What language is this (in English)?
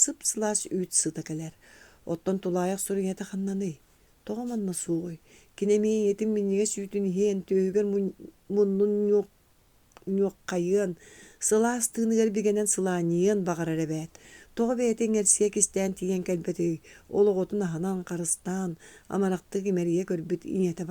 Yakut